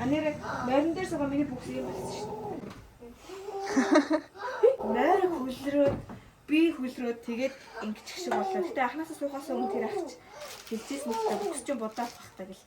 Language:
Mongolian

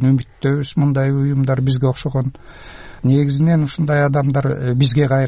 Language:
Kyrgyz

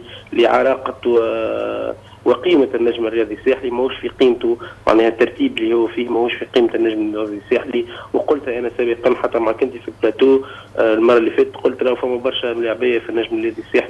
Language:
Tunisian Arabic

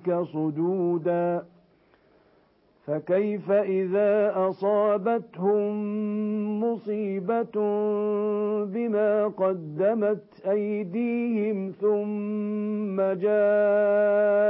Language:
Arabic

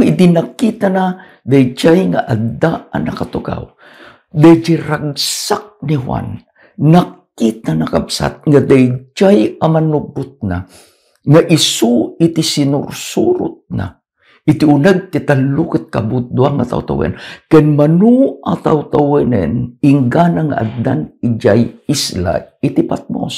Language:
Iloko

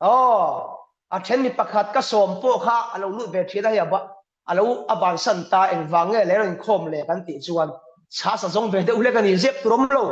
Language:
Mizo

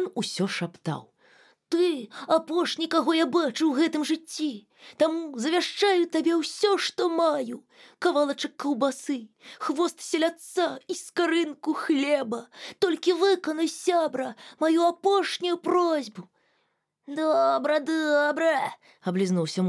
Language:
Belarusian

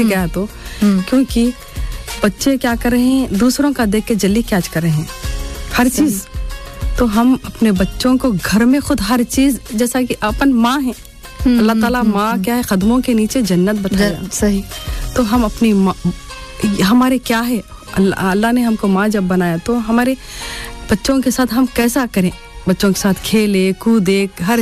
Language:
Urdu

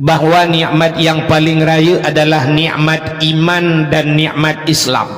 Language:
Achinese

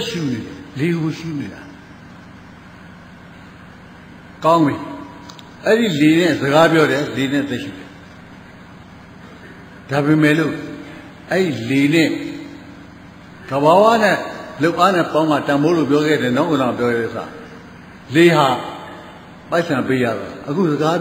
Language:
Burmese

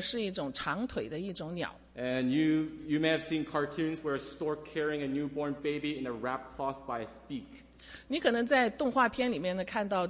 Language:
Chinese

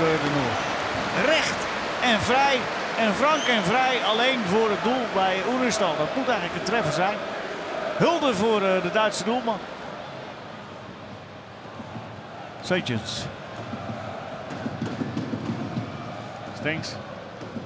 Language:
Dutch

